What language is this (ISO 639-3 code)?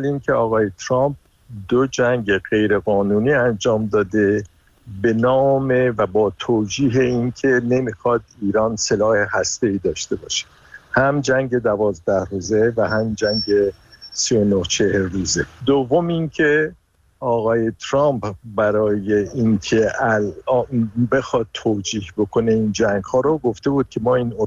fas